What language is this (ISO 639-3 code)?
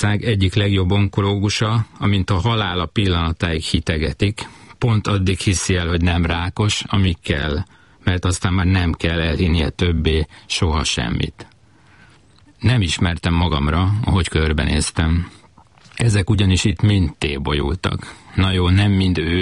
hun